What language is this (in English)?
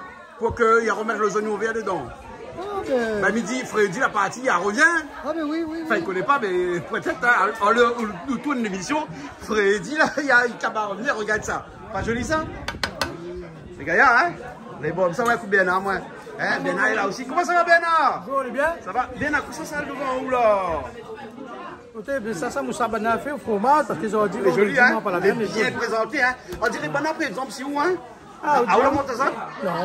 Réunion Creole French